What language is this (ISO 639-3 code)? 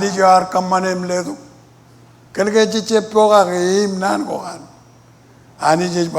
mah